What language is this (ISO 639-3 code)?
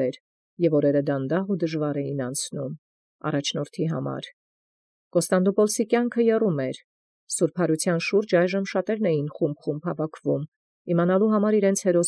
hye